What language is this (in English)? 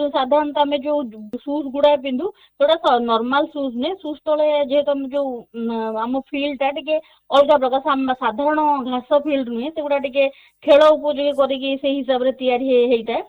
Odia